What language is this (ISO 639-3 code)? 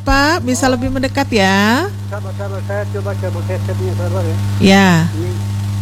ind